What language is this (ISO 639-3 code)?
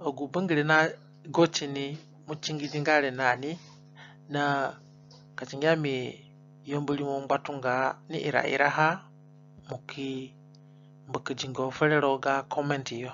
zne